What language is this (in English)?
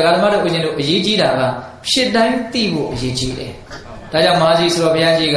Burmese